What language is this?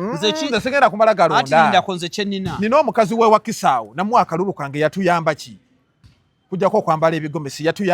Ganda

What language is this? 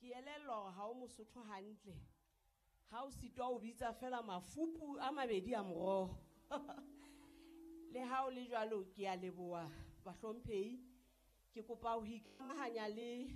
Southern Sotho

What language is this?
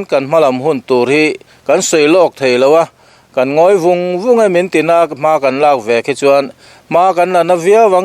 Mizo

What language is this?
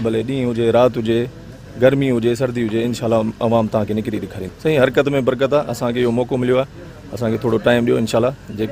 Sindhi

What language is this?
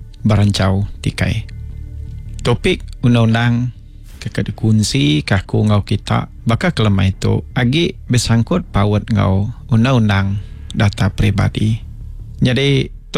Iban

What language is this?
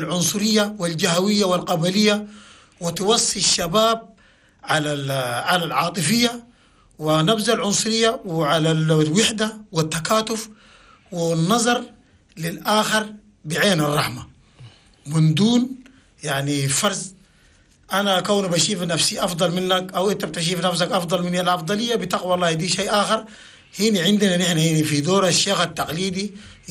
Chadian Arabic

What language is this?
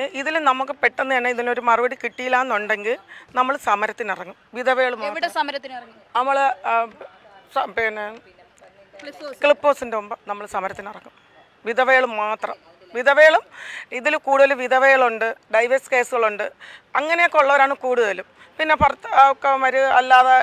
Malayalam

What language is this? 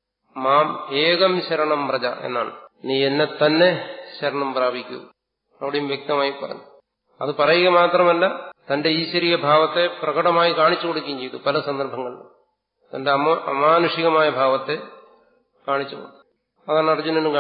Malayalam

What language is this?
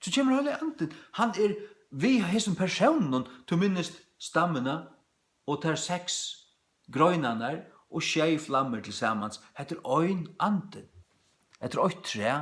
Faroese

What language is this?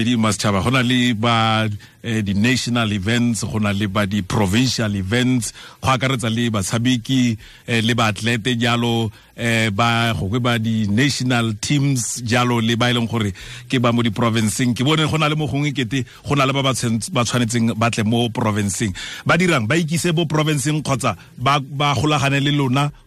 Tswana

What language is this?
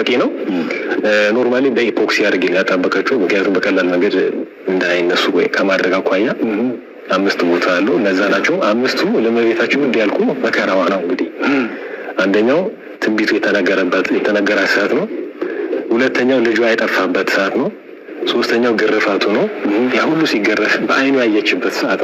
Amharic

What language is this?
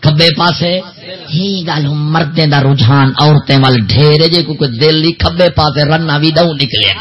Saraiki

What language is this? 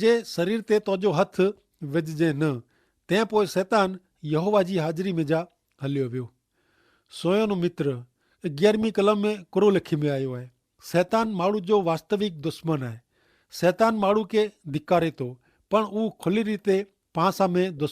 Kachhi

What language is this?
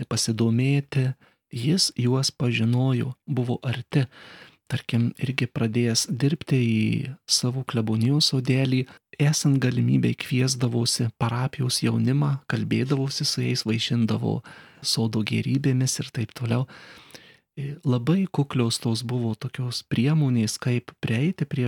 Lithuanian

